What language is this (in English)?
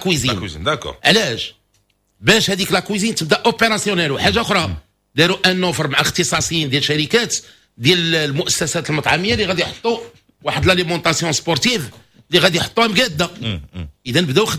Moroccan Arabic